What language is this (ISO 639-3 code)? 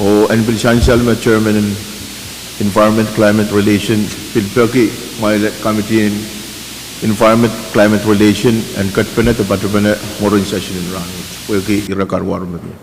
pon